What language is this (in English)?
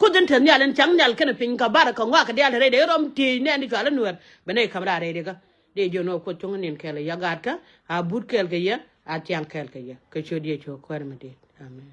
Nuer